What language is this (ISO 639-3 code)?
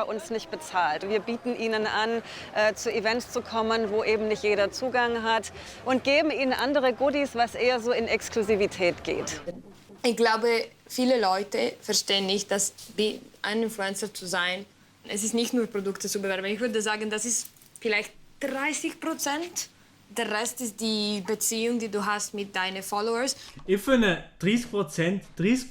gsw